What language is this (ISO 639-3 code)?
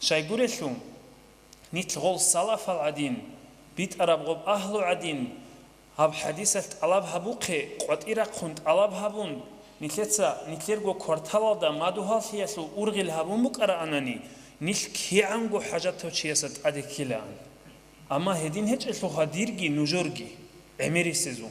ava